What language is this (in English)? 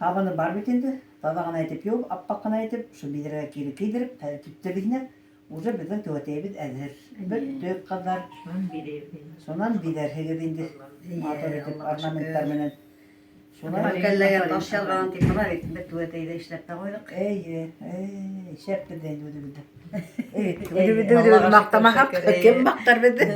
Bashkir